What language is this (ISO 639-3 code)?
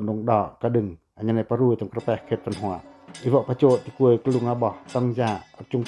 pac